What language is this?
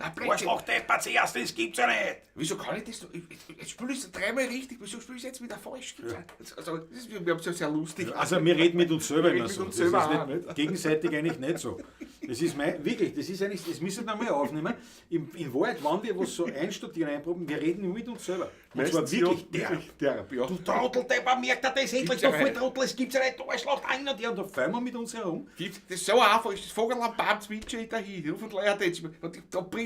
Bavarian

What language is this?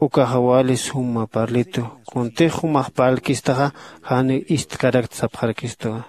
Aymara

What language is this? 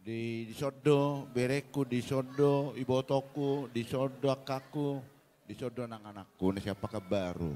Batak Toba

